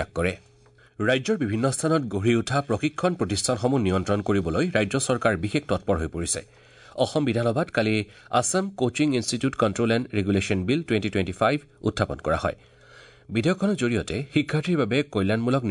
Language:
Assamese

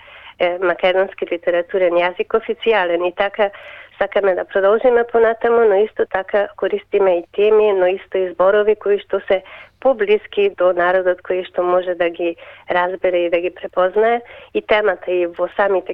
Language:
Macedonian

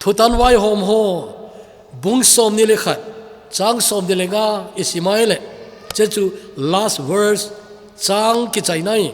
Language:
Thado Chin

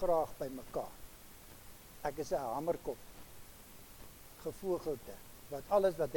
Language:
Afrikaans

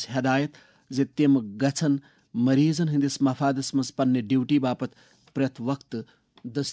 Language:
Kashmiri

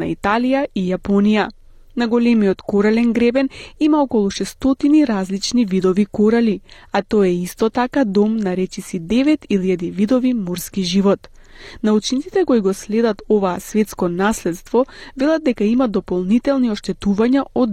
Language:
Macedonian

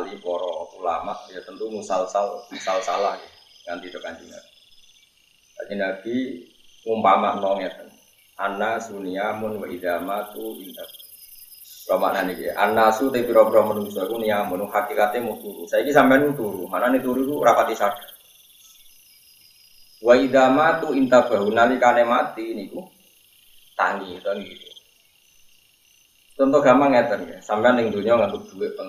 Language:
Javanese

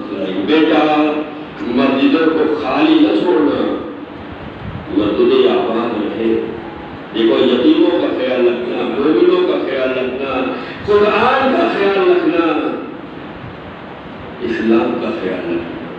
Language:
Urdu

